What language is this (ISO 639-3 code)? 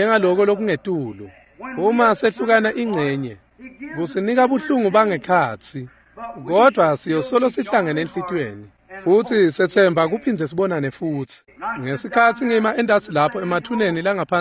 ssw